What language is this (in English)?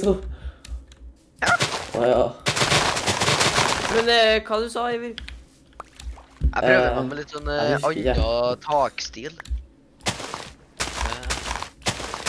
Norwegian